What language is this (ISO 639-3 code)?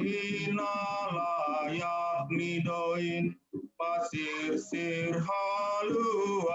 bts